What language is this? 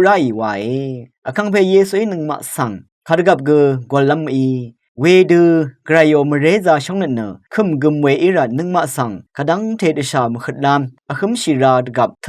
Rawang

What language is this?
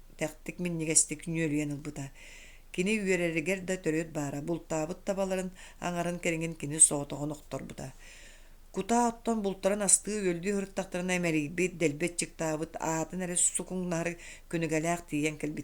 Yakut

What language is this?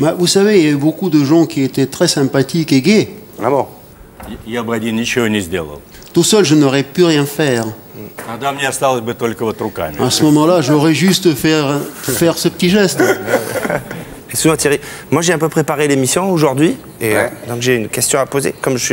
French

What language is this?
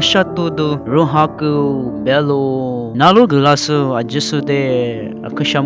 Lisu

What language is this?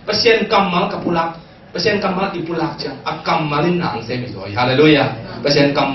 Tedim Chin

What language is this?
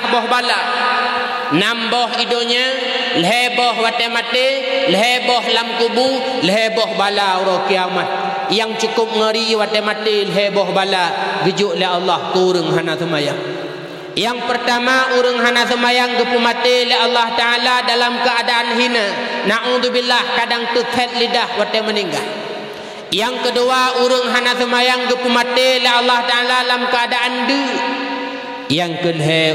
Achinese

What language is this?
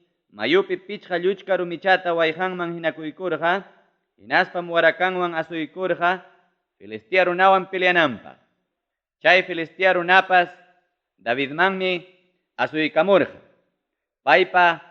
Ayacucho Quechua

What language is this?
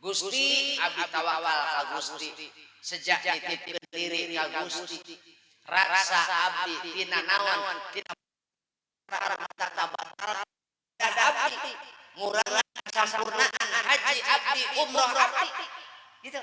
Sundanese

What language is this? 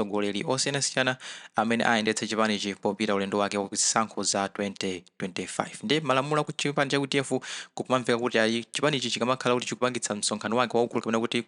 Nyanja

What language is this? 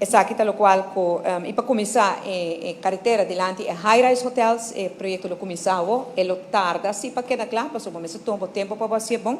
Papiamento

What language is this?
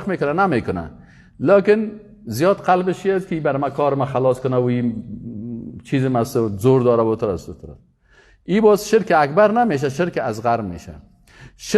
Persian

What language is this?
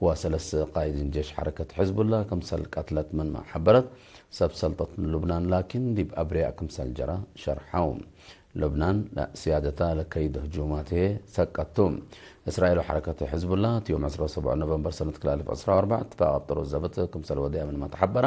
Tigre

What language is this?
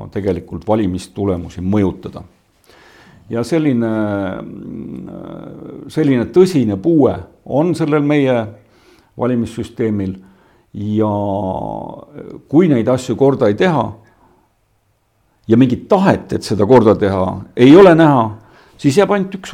Estonian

